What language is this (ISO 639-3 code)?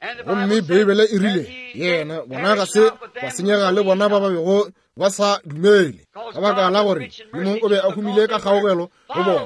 nso